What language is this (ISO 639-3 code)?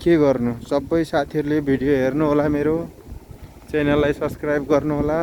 nep